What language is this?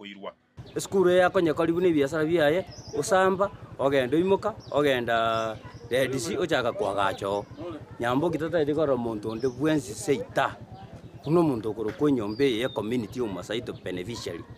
Gusii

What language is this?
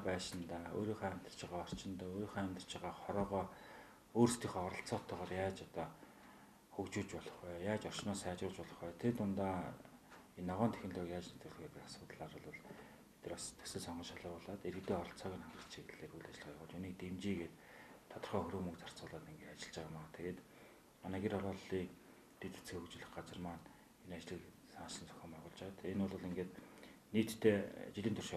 Mongolian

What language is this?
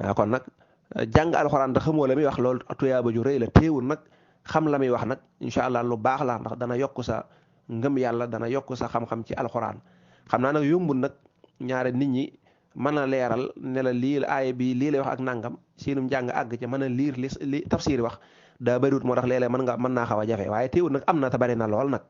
Wolof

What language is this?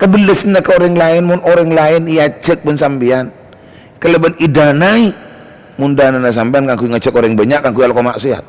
Madurese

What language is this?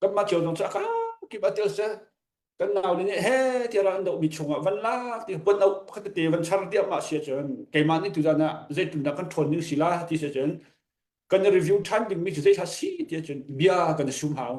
Hakha Chin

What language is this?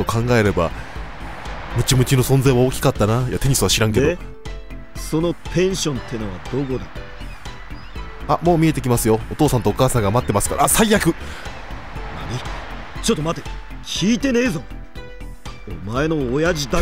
Japanese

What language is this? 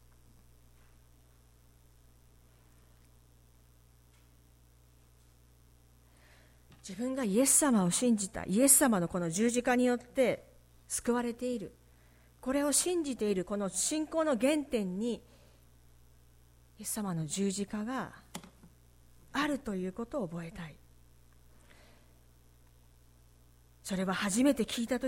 Japanese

